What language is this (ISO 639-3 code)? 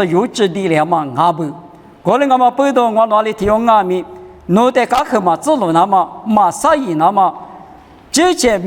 lis